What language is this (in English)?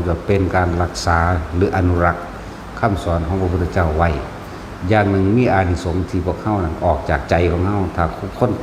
Northeastern Thai